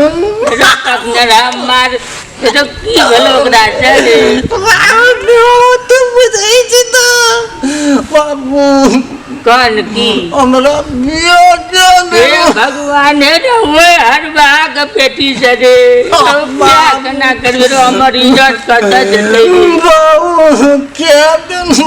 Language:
Maithili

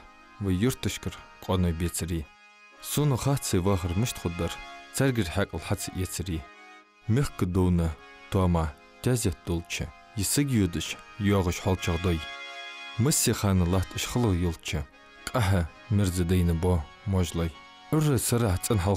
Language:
Ingush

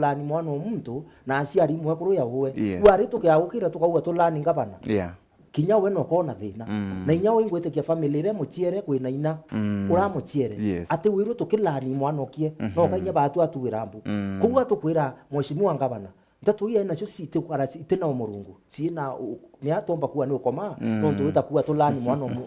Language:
Meru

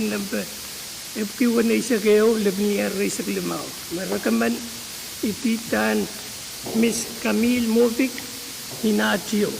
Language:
Pohnpeian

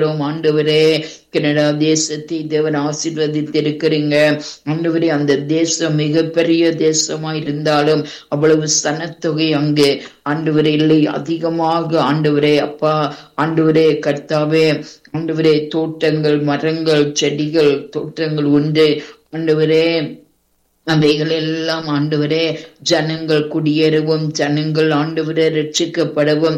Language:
Tamil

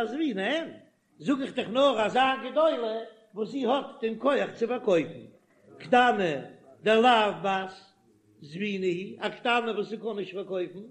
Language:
Yiddish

